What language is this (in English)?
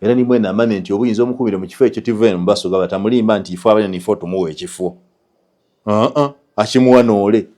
Ganda